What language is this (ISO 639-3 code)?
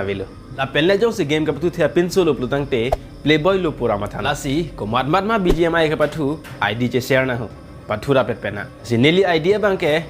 mjw